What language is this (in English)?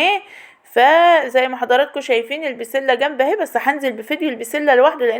Egyptian Arabic